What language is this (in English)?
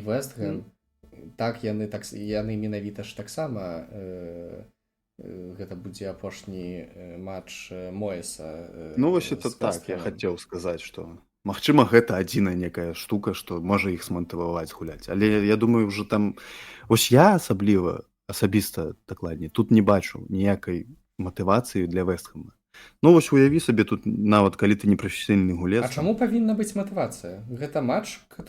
Belarusian